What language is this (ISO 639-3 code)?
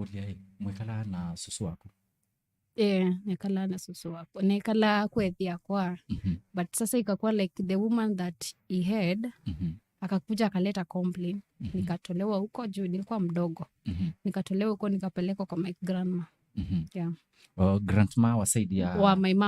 kam